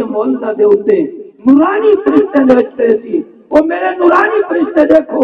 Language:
Saraiki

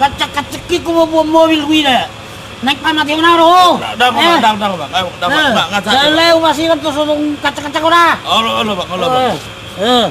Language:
Batak Toba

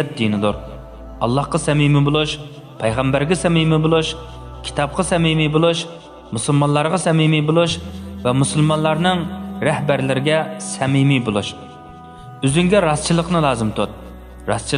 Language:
Uyghur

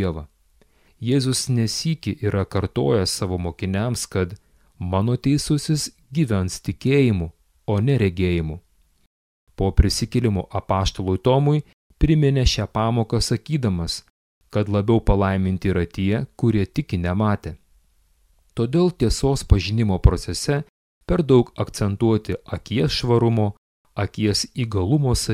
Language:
Lithuanian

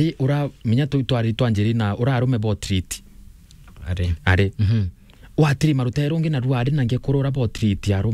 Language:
Meru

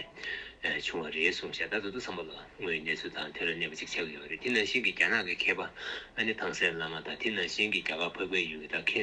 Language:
Tibetan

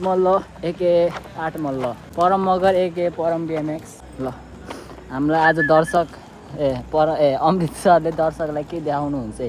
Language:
Nepali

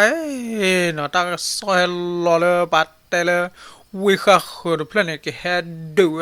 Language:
S'gaw Karen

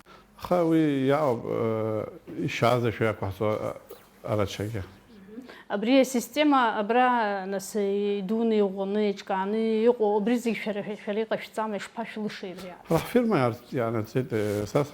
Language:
Abkhazian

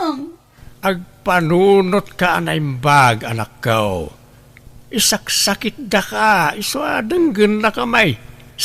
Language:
Iloko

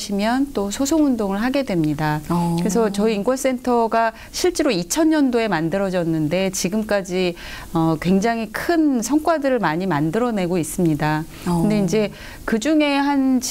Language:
Korean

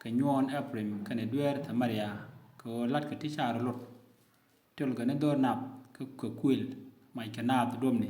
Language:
Nuer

